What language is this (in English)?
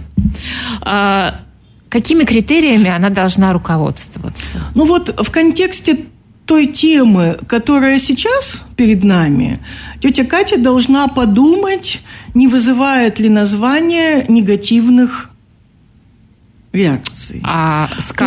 Russian